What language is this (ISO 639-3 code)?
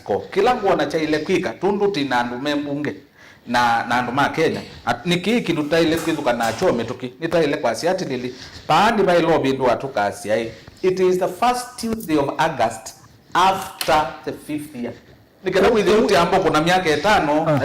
kam